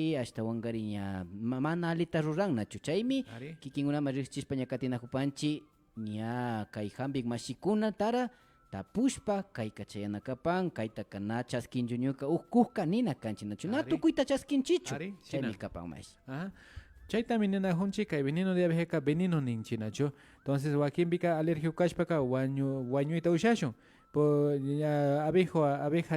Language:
Imbabura Highland Quichua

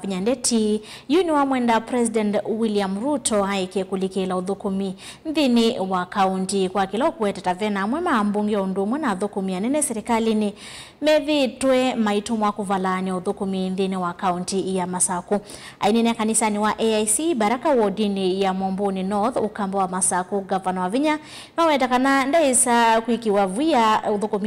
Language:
Kamba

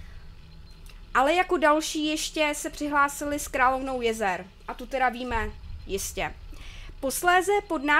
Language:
Czech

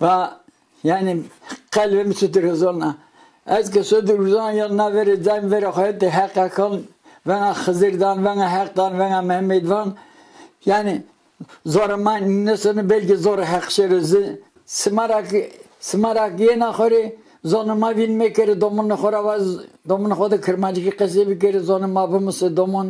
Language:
Zaza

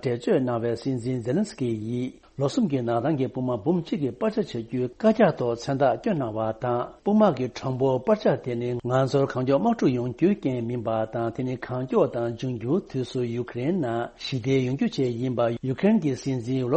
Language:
Tibetan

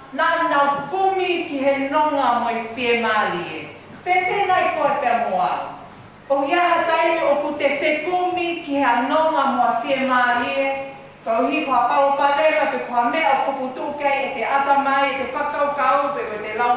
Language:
Tongan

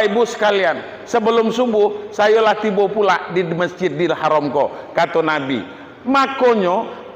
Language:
Minangkabau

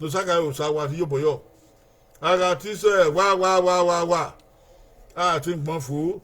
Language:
Bini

